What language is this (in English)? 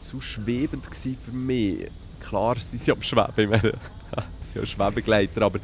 Swiss German